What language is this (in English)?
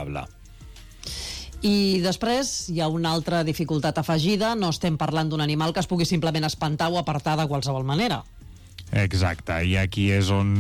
Catalan